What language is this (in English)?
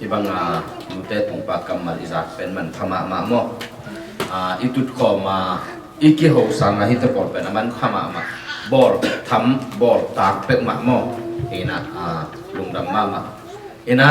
Tedim Chin